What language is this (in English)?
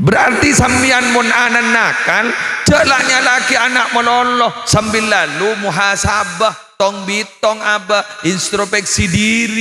Madurese